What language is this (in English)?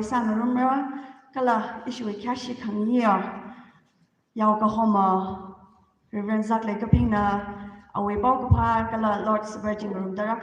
Tangkhul Naga (India)